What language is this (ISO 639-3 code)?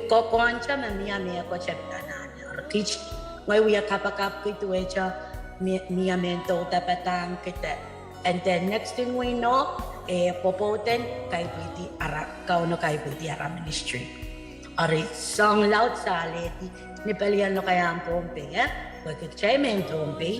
pon